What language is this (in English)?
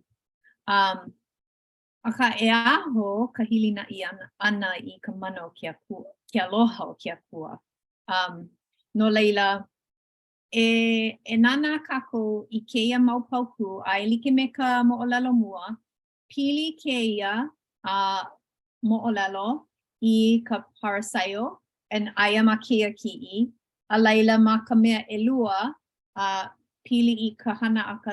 Hawaiian